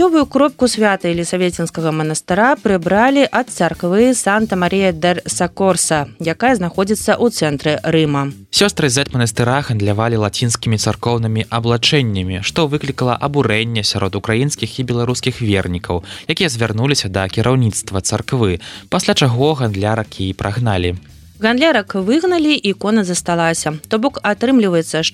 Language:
Belarusian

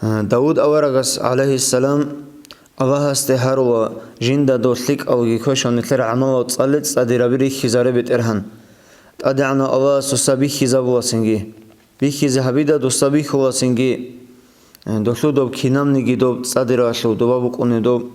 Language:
Avaric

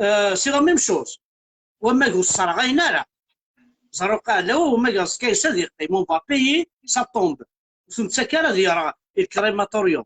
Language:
Kabyle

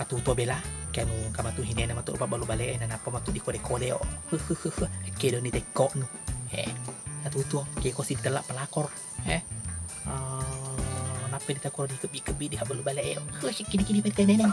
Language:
Buginese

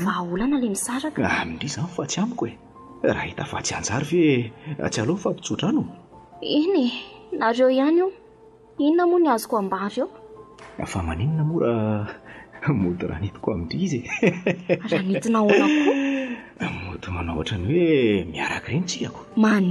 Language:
Malagasy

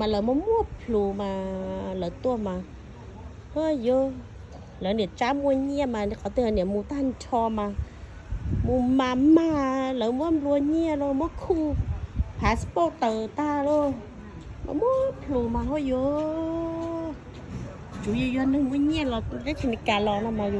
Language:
Hmong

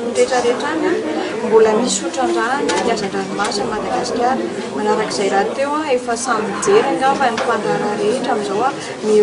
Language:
Malagasy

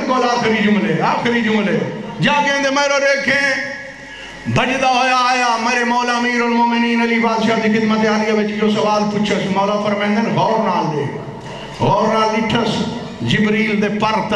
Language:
Saraiki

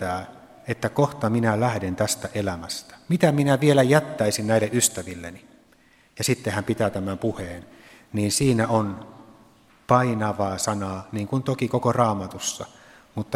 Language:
Finnish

